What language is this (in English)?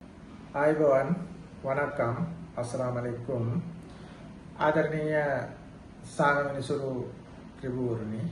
Sinhala